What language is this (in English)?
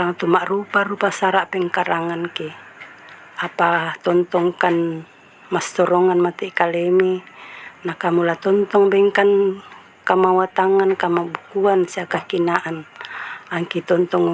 Toraja-Sa'dan